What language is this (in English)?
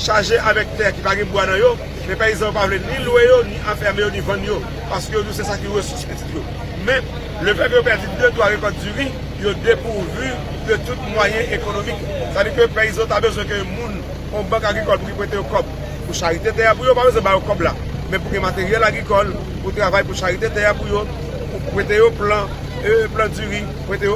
Haitian Creole